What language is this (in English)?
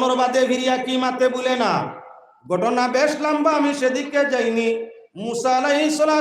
Sylheti